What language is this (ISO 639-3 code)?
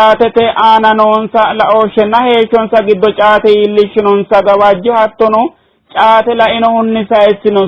sid